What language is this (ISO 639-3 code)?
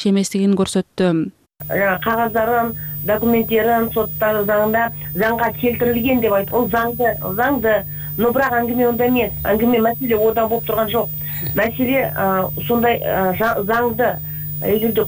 kir